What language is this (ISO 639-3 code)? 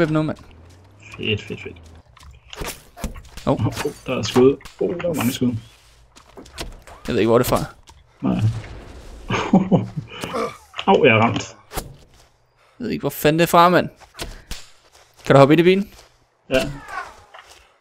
dan